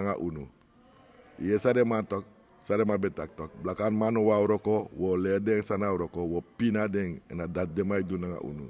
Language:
Sranan Tongo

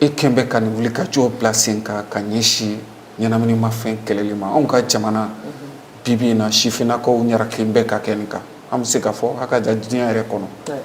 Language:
Bambara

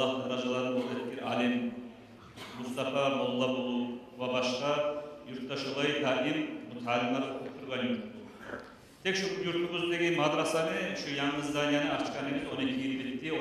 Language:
Kumyk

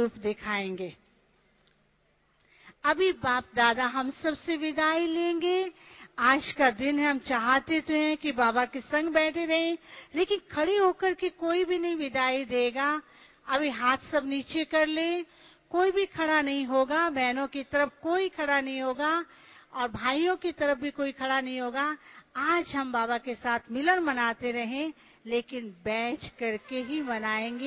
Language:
Hindi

